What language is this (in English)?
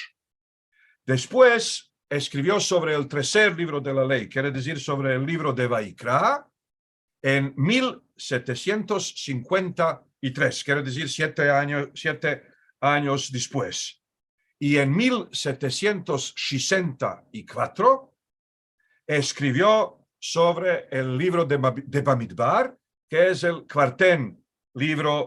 Ladino